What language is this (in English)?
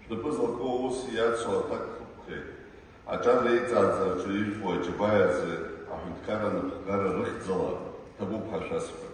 Abkhazian